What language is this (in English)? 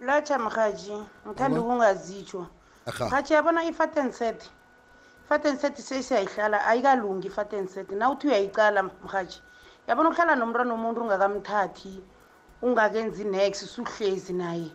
South Ndebele